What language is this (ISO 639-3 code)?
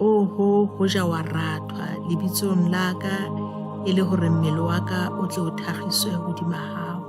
sot